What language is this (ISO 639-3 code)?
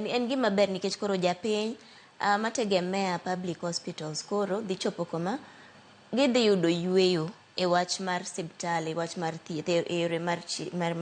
luo